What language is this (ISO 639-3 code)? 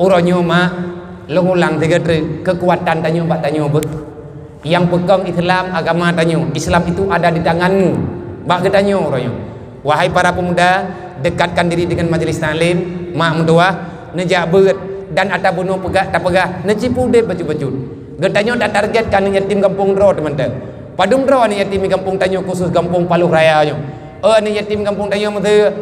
ace